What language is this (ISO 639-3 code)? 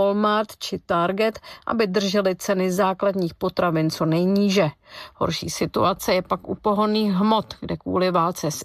ces